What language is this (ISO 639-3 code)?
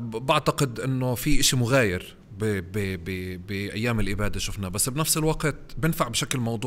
apc